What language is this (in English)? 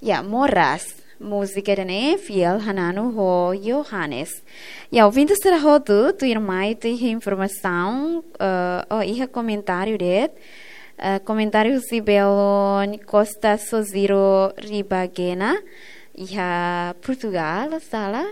Tetum